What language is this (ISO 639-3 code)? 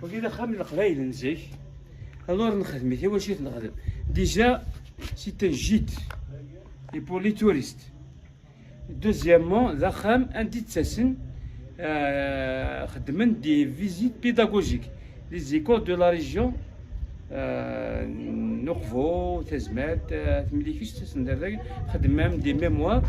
kab